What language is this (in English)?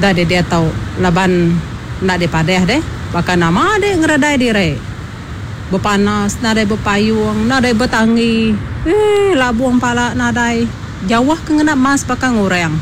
Iban